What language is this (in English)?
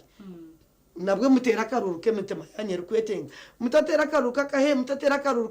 Nyankole